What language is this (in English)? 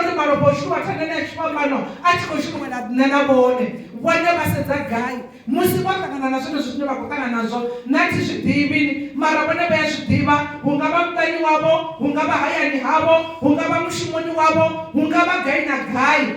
Venda